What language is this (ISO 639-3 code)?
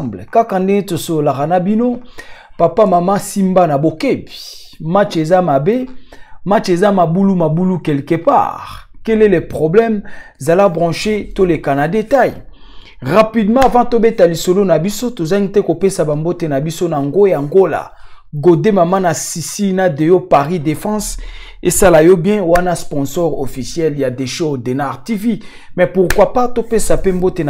lin